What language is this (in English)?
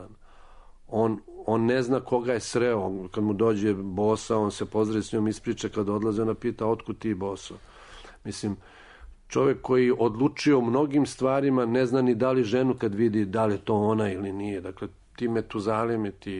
Serbian